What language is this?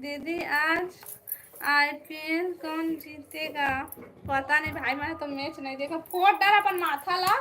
Chhattisgarhi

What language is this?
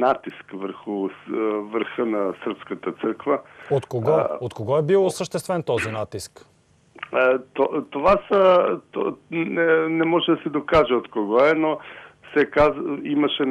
Bulgarian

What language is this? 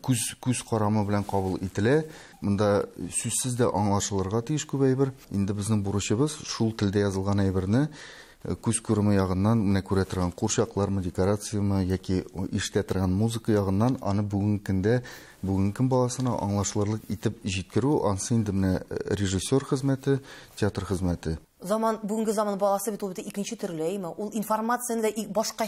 Tatar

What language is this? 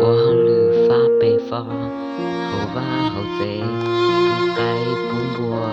Hmong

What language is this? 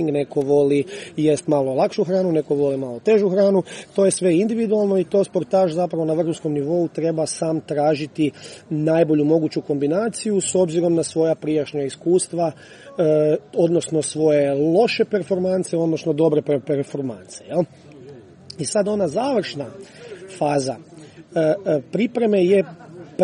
Croatian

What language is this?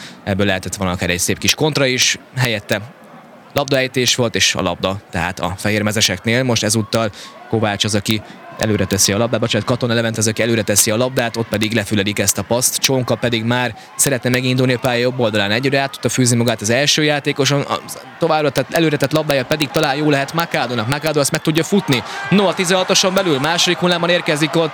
Hungarian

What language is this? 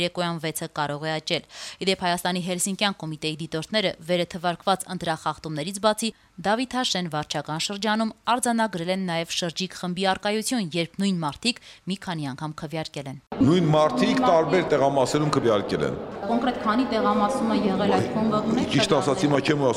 Armenian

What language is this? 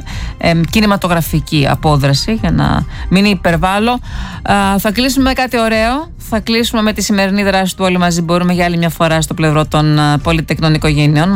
Greek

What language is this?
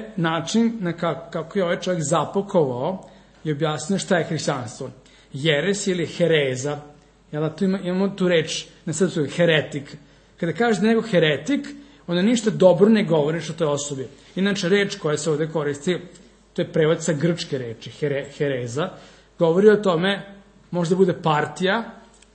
Serbian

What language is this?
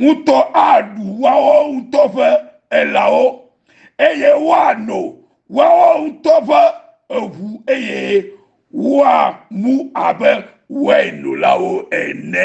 Ewe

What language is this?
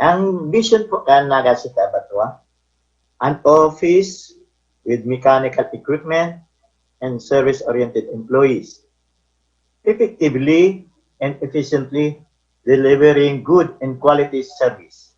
Bikol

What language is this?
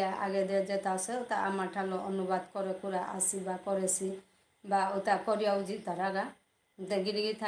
Bishnupriya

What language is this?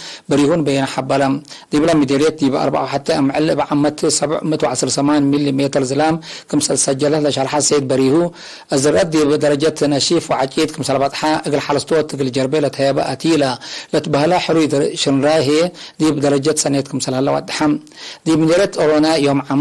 Tigre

